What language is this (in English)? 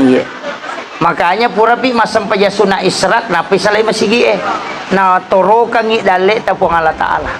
Buginese